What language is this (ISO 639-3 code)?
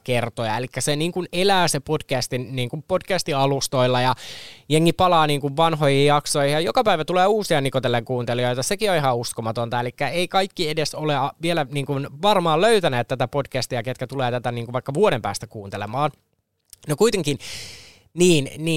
fin